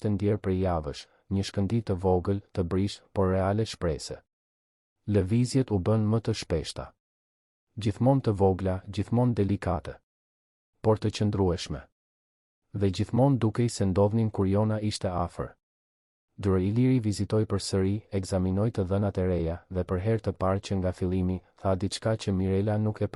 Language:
Albanian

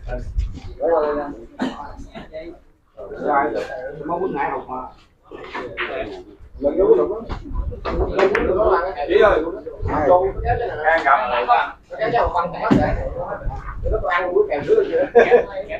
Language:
Vietnamese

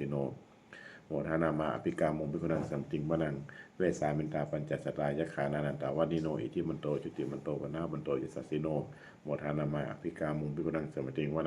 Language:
Pali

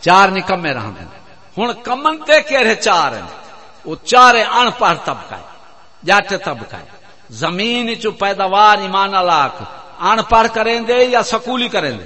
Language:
Saraiki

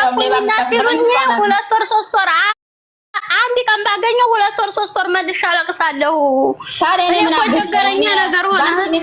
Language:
Amharic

